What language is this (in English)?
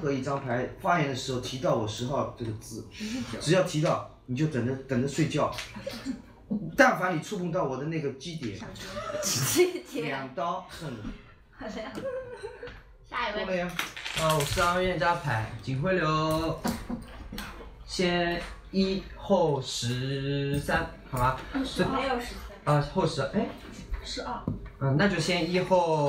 Chinese